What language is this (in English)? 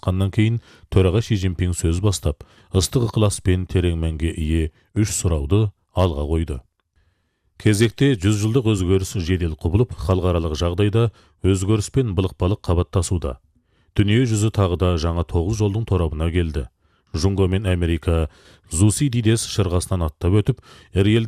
Kazakh